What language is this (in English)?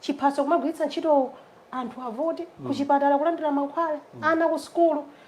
Nyanja